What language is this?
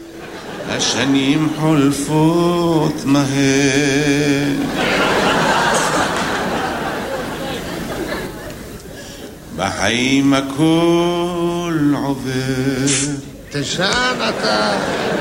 Hebrew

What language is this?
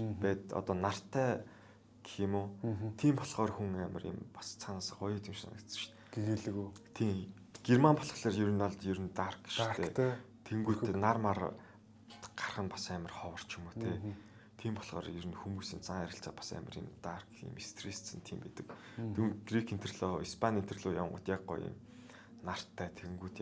Mongolian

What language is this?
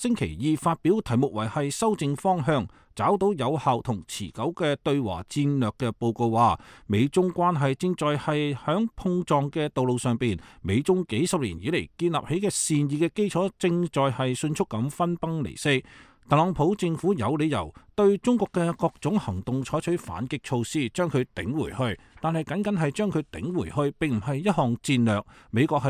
Cantonese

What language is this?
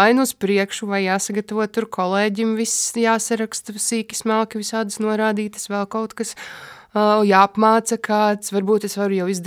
Latvian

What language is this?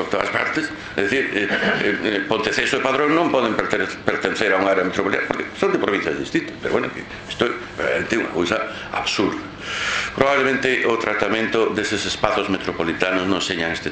Galician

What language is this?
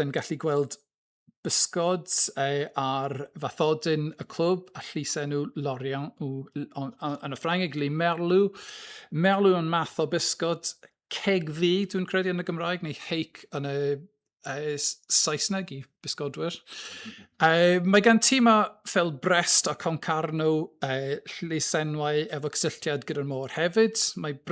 Welsh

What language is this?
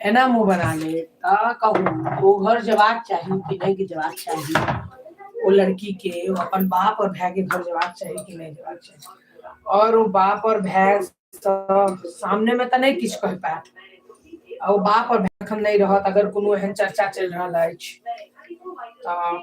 Maithili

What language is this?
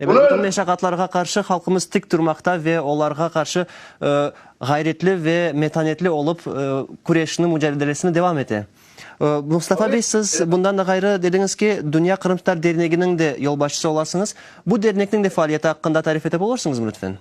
Crimean Tatar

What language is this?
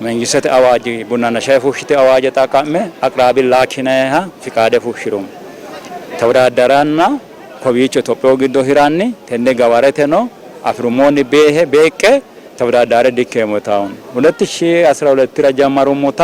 Sidamo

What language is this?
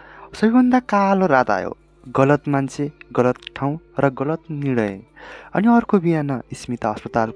Nepali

